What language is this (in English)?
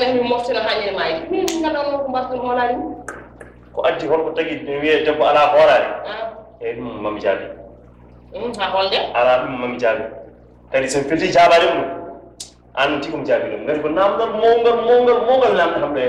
Fula